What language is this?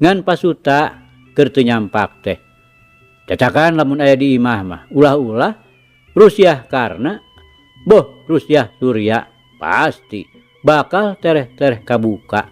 Sundanese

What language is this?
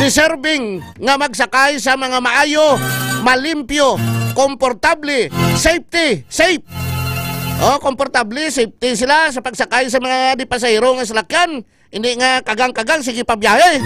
Hiligaynon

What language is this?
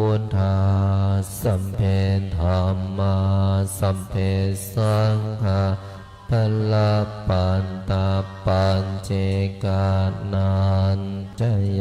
Pali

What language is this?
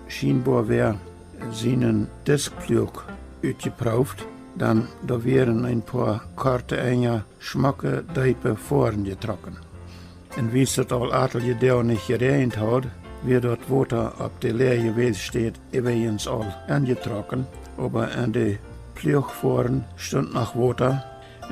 Plautdietsch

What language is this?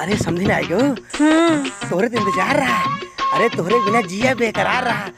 Awadhi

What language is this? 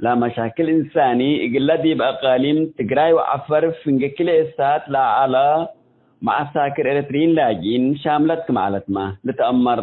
Tigre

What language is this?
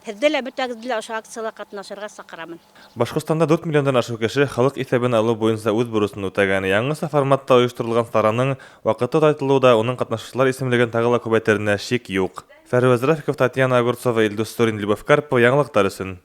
Bashkir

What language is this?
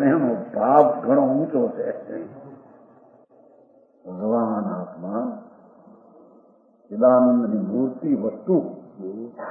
Gujarati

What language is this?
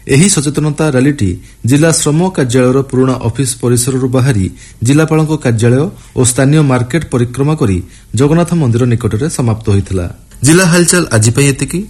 Odia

